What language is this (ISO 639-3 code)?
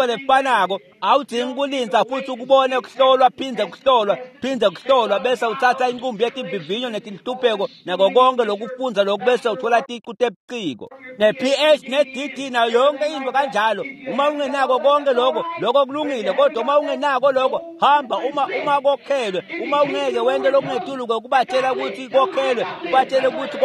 ssw